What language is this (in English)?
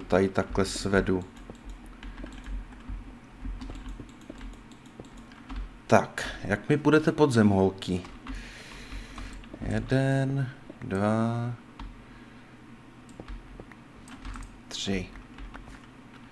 Czech